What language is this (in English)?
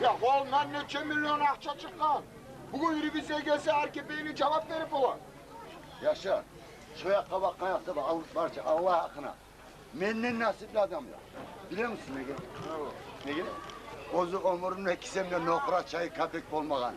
Kumyk